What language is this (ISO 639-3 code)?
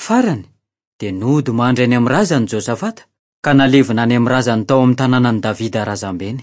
mlg